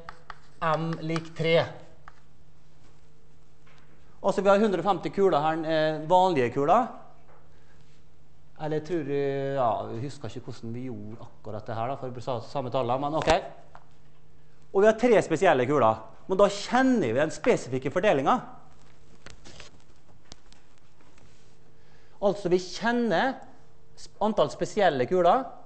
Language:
Norwegian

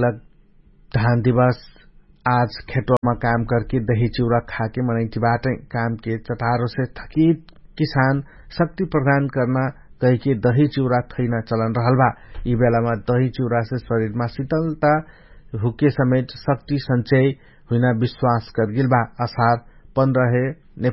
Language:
Dangaura Tharu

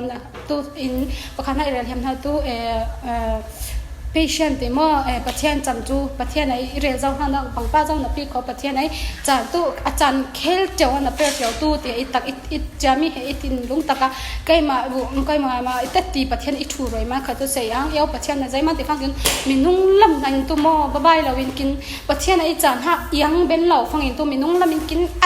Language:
Falam Chin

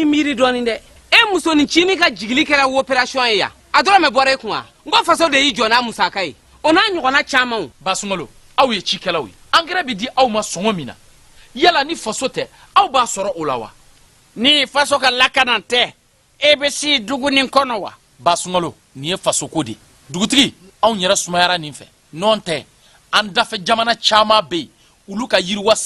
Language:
Bambara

